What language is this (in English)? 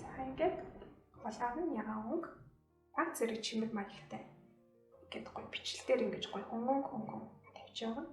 Mongolian